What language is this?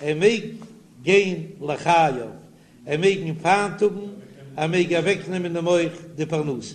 Yiddish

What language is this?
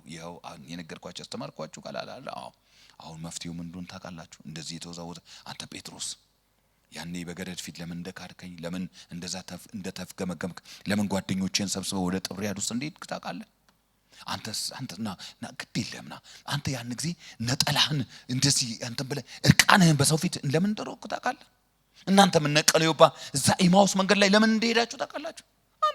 Amharic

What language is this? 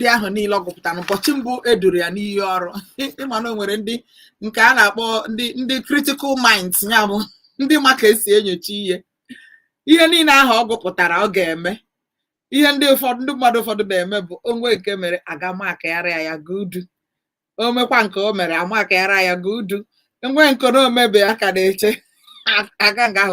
Igbo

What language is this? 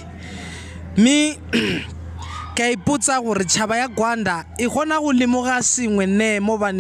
Tswana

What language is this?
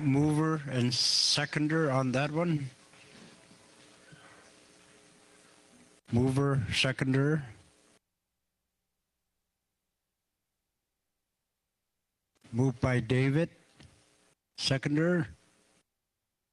English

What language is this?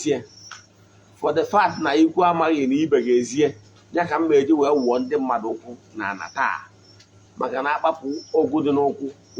Igbo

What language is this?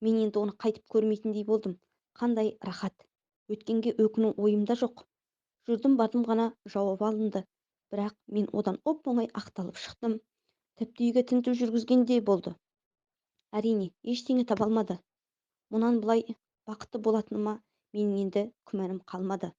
Kazakh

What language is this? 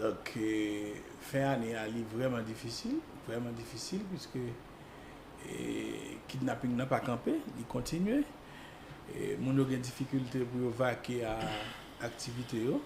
Haitian Creole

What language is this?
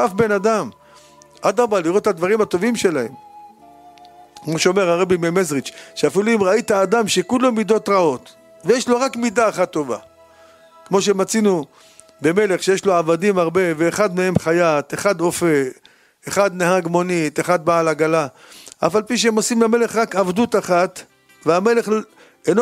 Hebrew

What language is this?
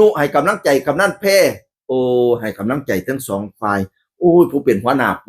Northeastern Thai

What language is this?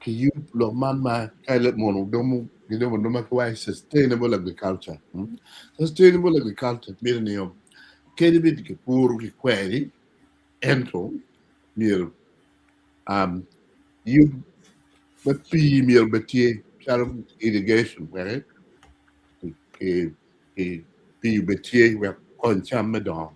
Acoli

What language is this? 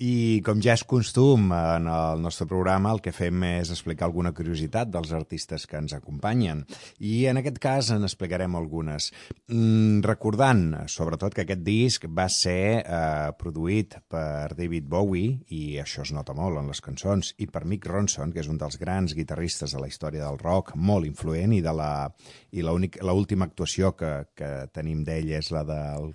Catalan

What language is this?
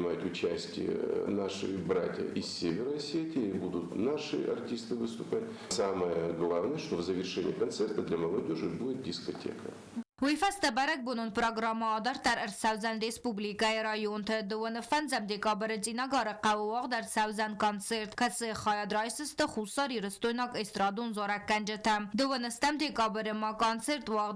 Ossetic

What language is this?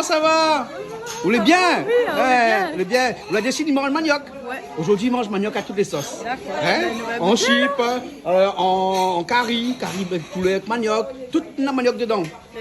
Réunion Creole French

